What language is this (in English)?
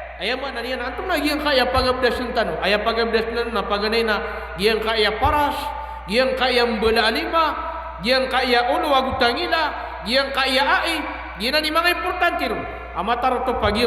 Maranao